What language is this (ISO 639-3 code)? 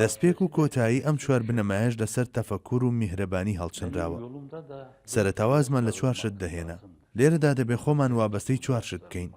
ckb